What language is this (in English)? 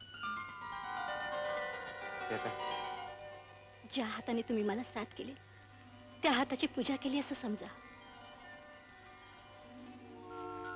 Marathi